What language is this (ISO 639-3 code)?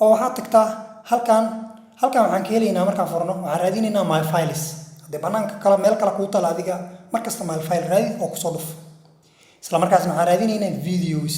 som